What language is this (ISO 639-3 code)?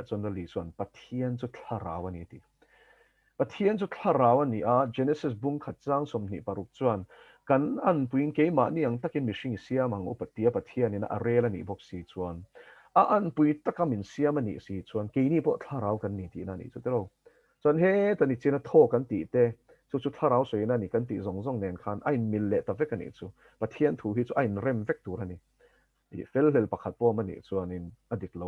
lus